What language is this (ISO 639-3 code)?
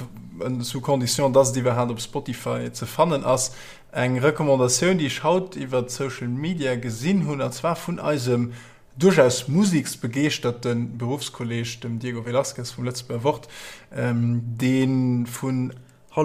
ltz